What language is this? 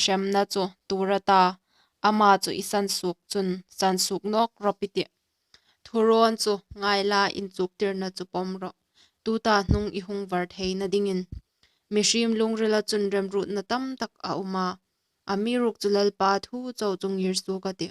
Hmar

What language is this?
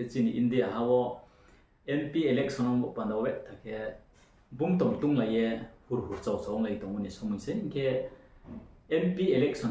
Riang (India)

